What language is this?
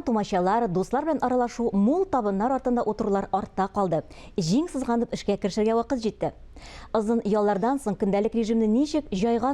Tatar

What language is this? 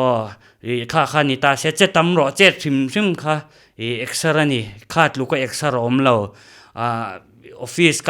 Mizo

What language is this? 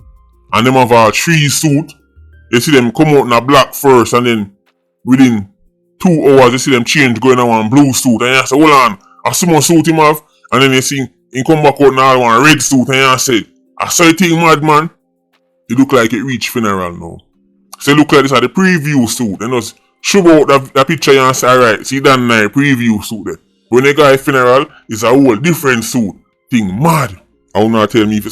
Jamaican Creole English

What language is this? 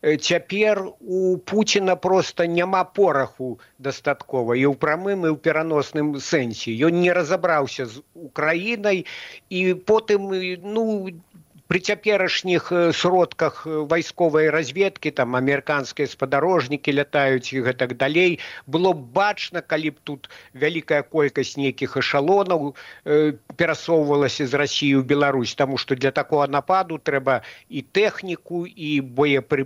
Belarusian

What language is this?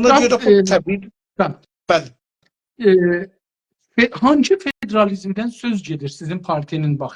South Azerbaijani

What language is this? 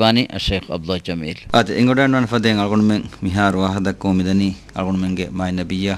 Divehi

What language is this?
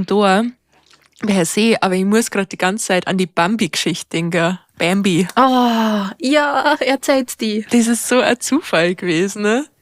Bavarian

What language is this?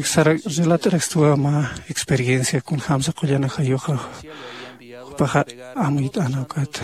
Aymara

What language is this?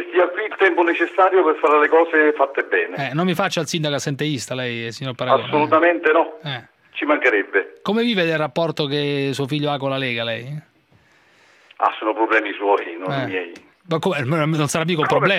Italian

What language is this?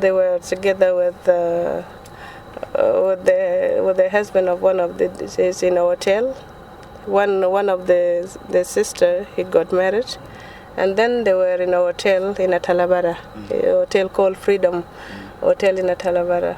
Nuer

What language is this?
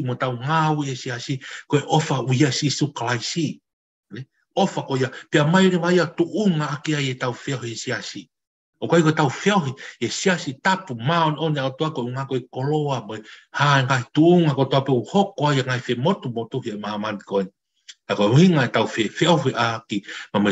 Tongan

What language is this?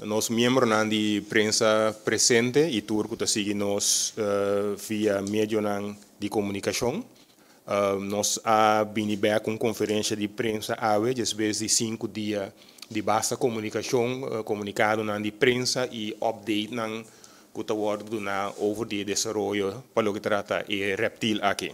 Papiamento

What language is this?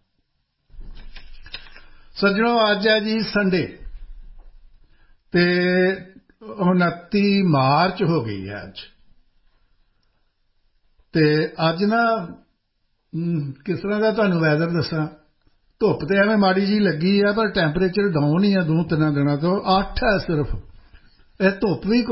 Punjabi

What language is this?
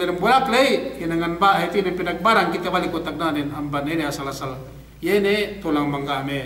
Yakan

